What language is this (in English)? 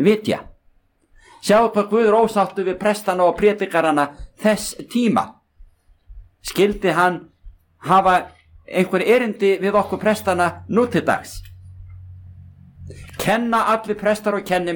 Icelandic